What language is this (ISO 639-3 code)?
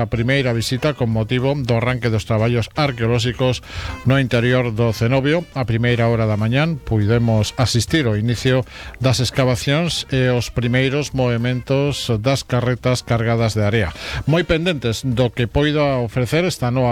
glg